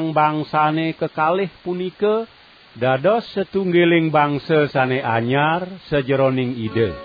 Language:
Balinese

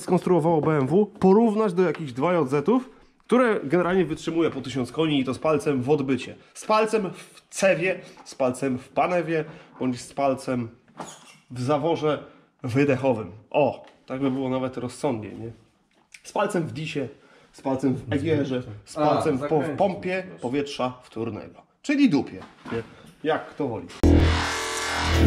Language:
Polish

